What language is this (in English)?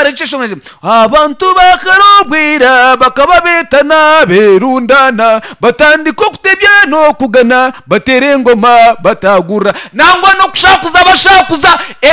Nyankole